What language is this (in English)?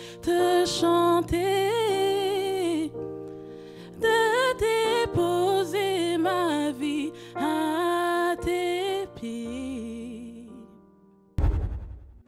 French